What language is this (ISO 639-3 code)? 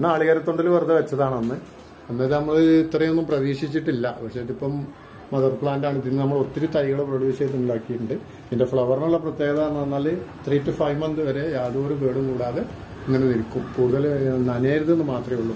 mal